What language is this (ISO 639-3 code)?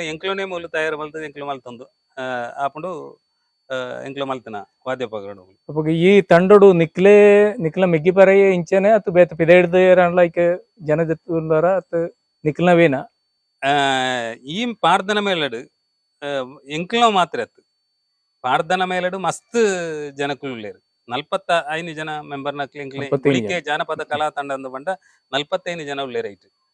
tcy